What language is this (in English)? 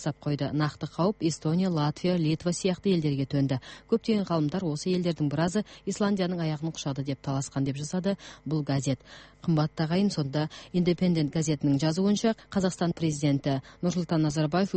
Kazakh